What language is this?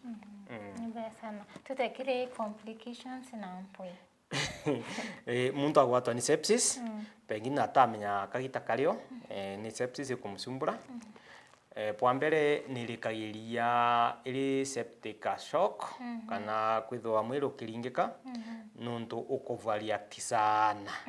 Meru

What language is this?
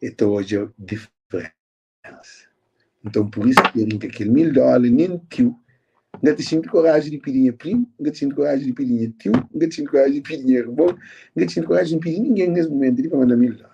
Kabuverdianu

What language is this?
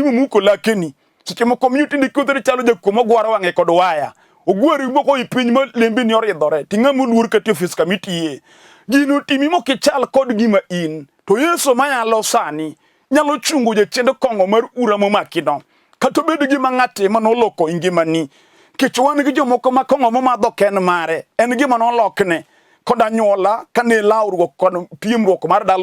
Luo (Kenya and Tanzania)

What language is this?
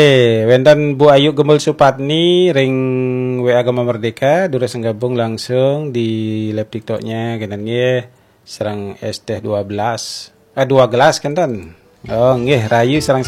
Balinese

